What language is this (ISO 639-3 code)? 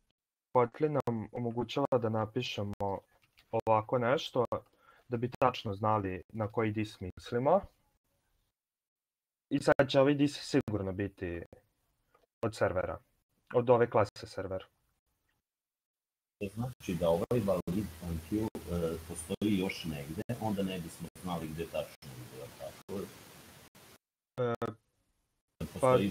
srp